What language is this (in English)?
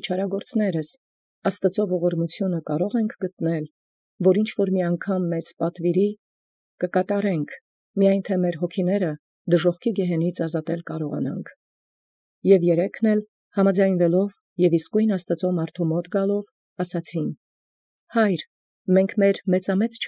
Armenian